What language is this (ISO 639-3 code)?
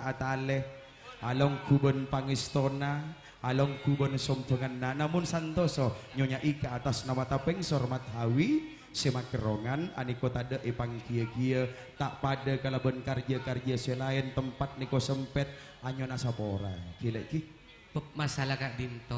mad